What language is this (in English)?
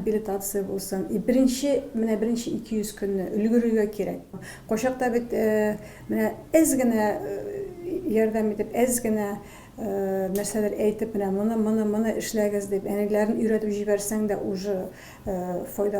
Tatar